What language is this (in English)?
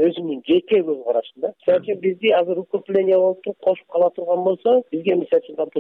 Kyrgyz